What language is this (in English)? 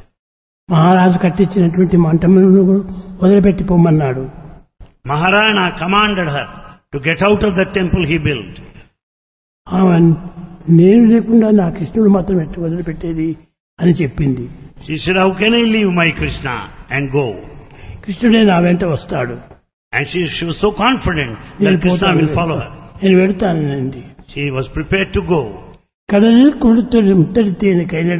Telugu